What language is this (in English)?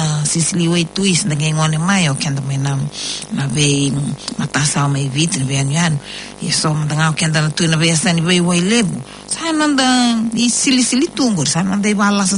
Fijian